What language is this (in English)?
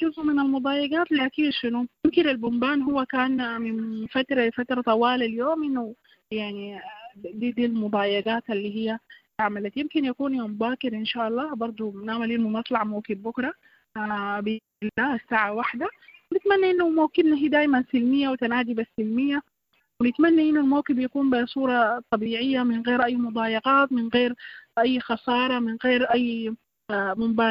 Sudanese Arabic